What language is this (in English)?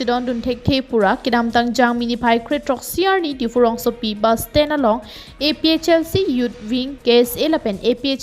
Karbi